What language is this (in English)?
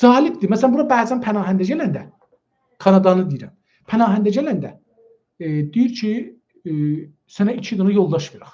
South Azerbaijani